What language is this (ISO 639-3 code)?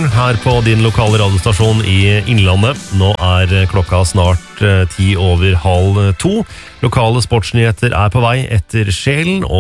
nor